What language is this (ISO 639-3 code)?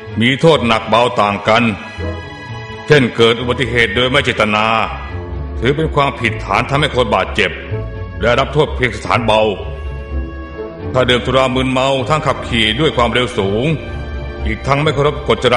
tha